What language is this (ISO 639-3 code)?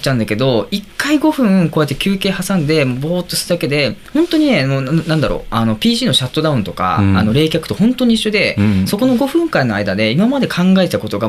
jpn